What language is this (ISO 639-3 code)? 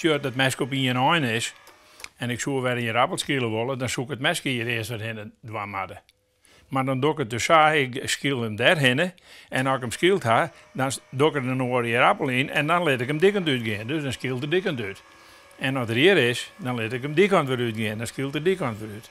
fry